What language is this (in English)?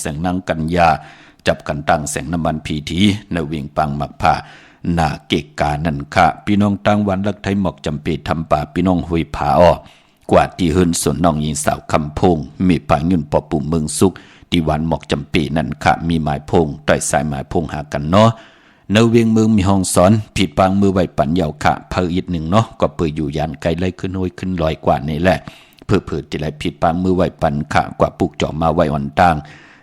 Shan